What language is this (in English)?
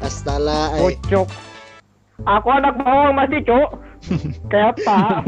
Banjar